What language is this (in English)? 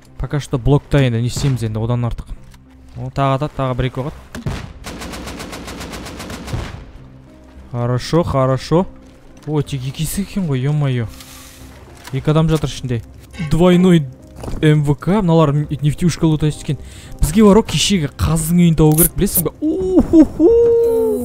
Kazakh